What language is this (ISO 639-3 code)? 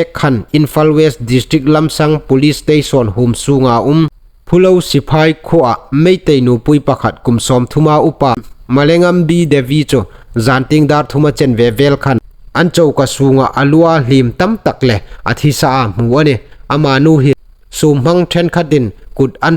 hmr